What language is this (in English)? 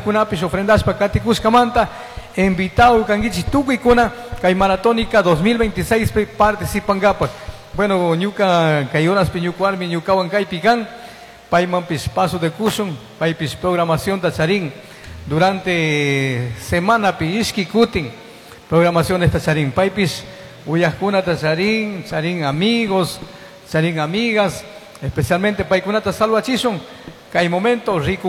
Chimborazo Highland Quichua